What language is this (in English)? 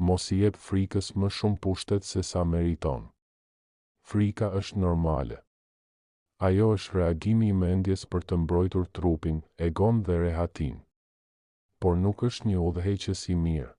Albanian